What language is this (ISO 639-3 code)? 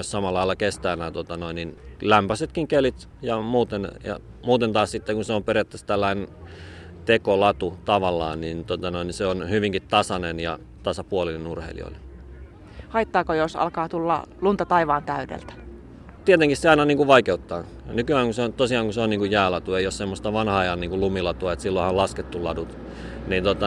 fin